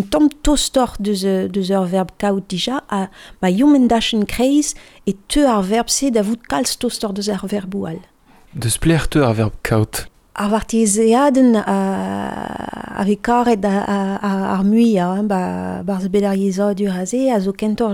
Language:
Breton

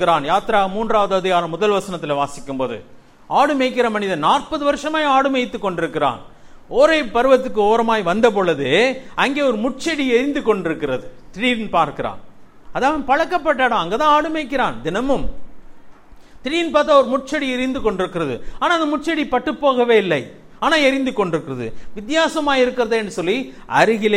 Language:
Tamil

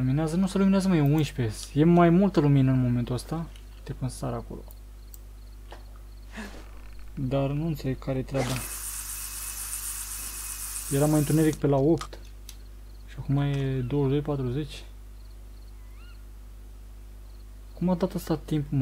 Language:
Romanian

